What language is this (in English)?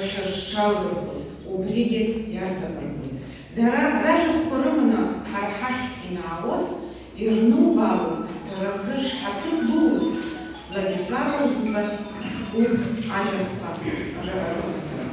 Abkhazian